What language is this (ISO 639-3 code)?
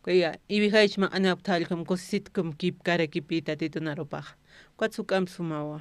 aym